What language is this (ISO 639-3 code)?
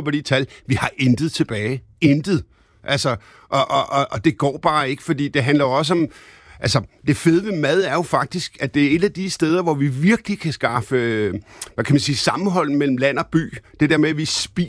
dan